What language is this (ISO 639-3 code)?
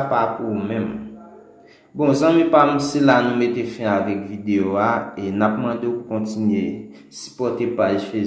hat